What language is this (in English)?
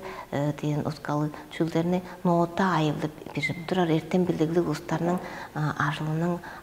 Tuvinian